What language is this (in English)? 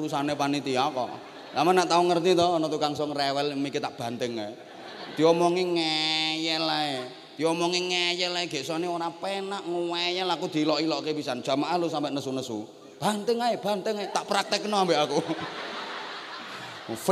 Javanese